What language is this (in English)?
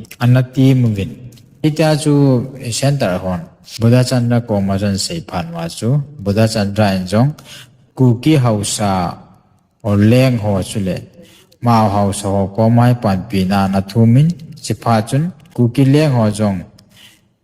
Thado Chin